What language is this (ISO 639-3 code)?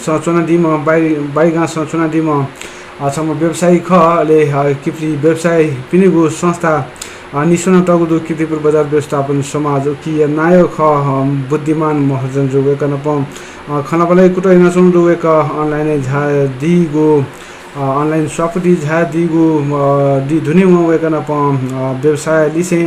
new